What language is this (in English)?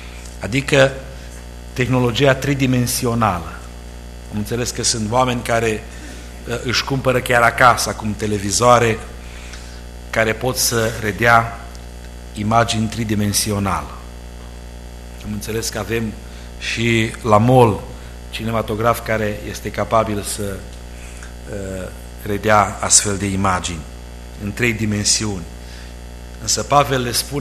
Romanian